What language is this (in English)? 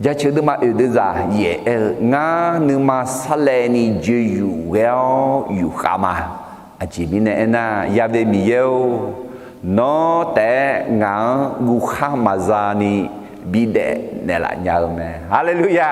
Akha